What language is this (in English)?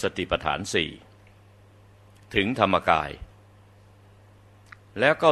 Thai